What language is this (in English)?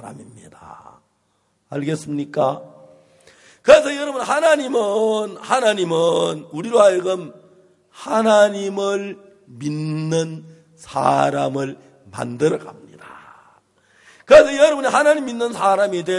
Korean